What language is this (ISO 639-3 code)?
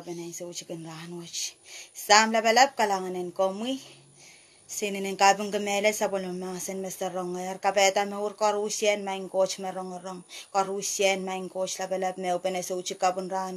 pon